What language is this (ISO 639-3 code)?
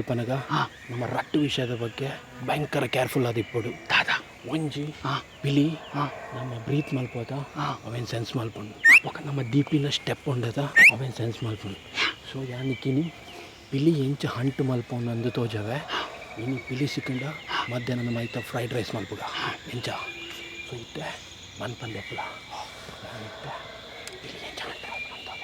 tcy